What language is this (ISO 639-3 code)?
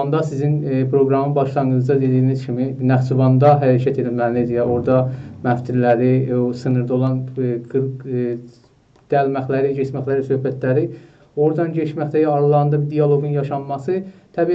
azb